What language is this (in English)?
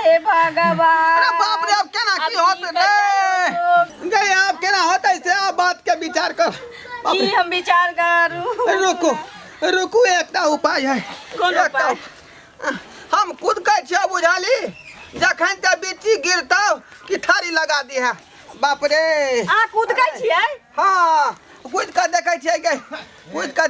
Maithili